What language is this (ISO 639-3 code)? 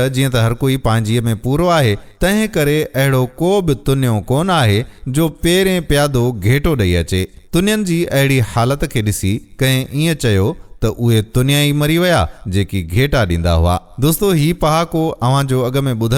snd